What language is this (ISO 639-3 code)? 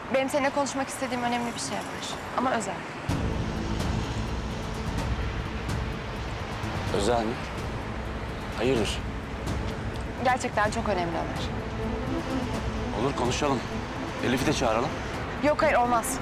tur